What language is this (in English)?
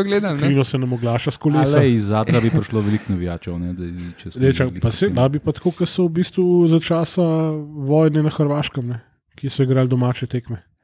Slovenian